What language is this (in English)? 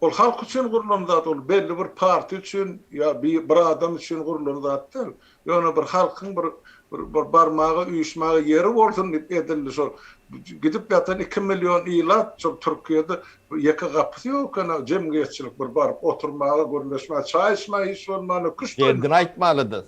Turkmen